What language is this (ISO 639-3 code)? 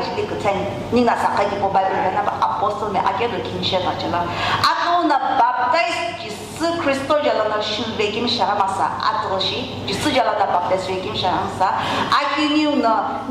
nsm